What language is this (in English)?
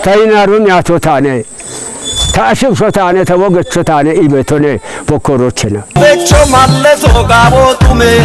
Kafa